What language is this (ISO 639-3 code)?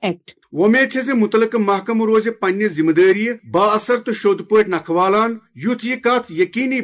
kas